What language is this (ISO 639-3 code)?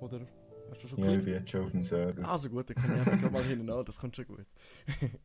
gsw